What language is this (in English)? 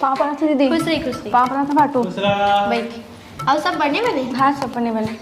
Chhattisgarhi